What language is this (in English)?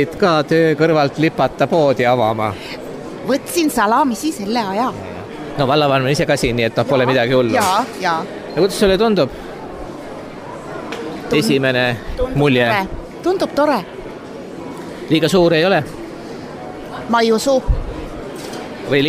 Estonian